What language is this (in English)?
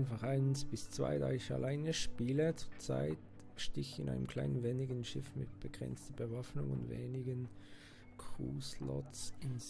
Swiss German